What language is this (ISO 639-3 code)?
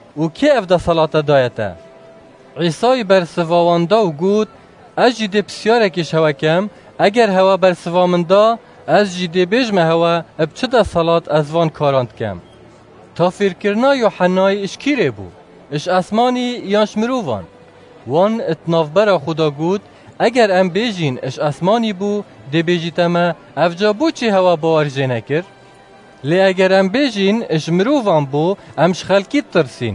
kur